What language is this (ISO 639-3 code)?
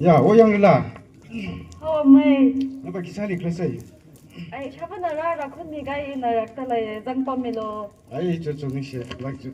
nmf